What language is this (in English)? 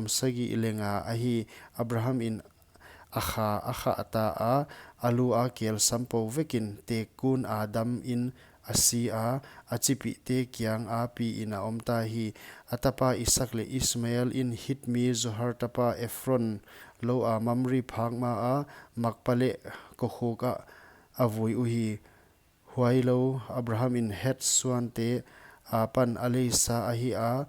Paite Chin